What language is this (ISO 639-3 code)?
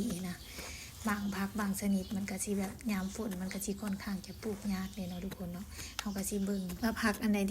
lao